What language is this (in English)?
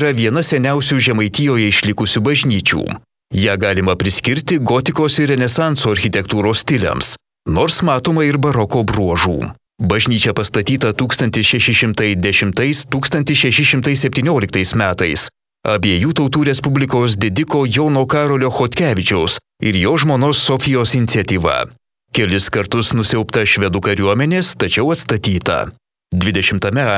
Lithuanian